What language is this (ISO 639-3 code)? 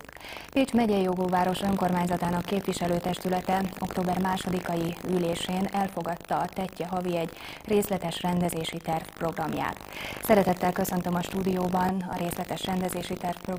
hun